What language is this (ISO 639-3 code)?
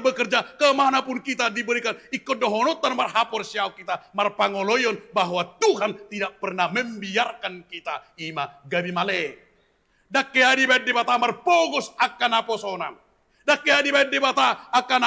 bbc